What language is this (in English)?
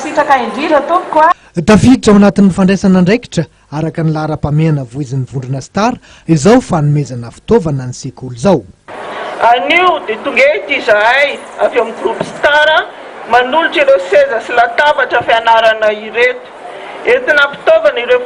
Malagasy